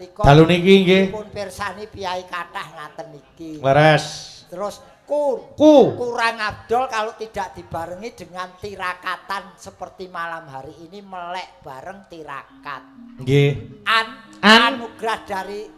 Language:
Javanese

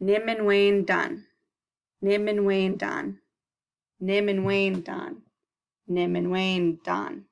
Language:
Chippewa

